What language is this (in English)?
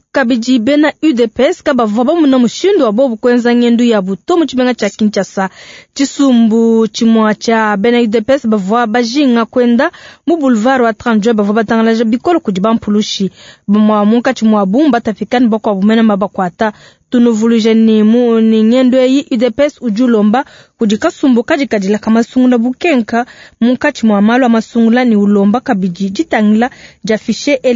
Luba-Lulua